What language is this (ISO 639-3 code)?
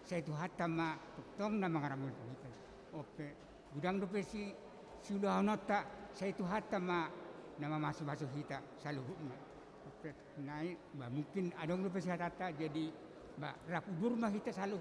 bts